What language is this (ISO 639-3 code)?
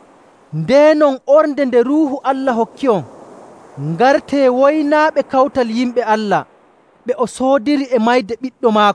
fuv